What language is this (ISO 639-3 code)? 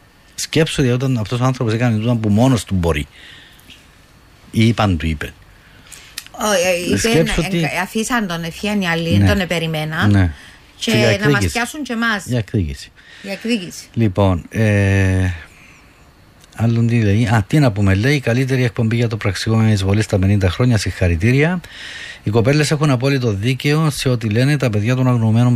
ell